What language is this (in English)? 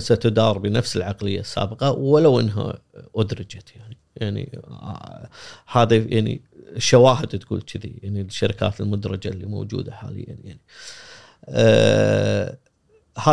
Gulf Arabic